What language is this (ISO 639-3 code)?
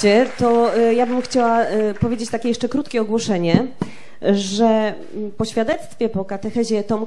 pol